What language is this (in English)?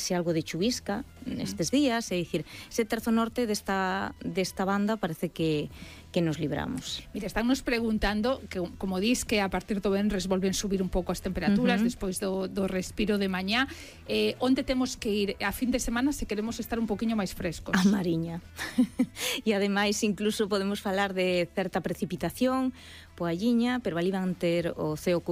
Galician